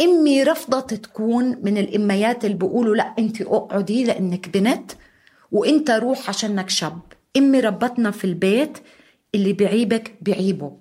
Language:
North Levantine Arabic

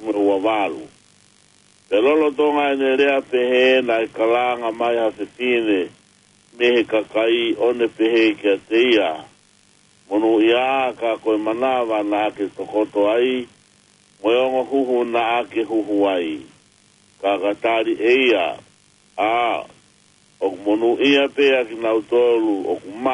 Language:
Tongan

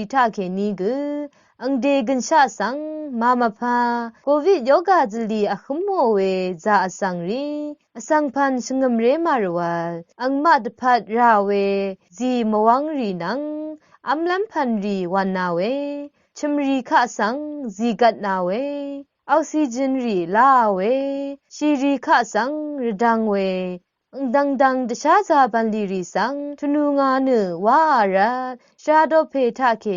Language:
Rawang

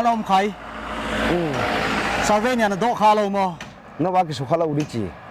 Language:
Paite Chin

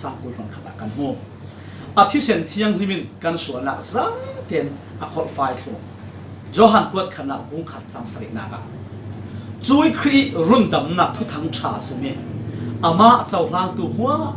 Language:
Falam Chin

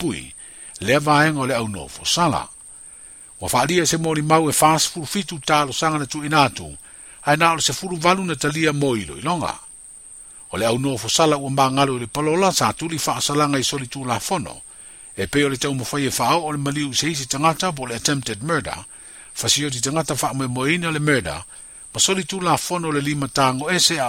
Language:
Samoan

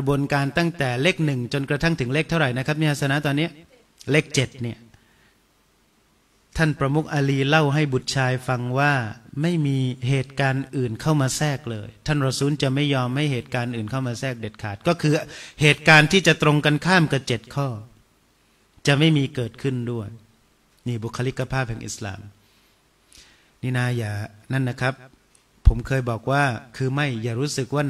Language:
Thai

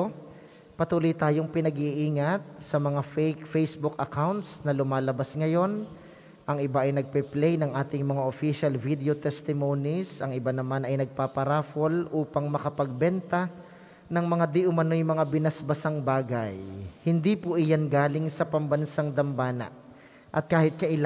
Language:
Filipino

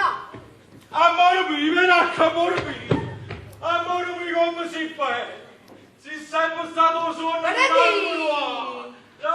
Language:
Neapolitan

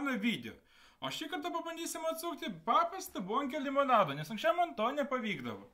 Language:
Lithuanian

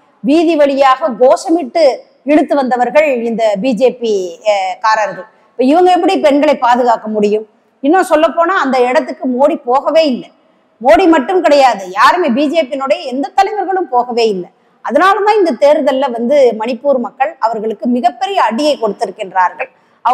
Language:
Tamil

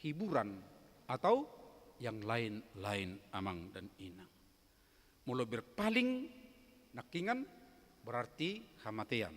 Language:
Batak Toba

